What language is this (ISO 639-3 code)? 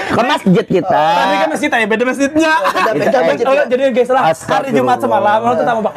bjn